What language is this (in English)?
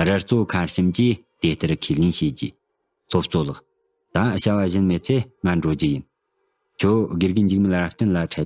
Tibetan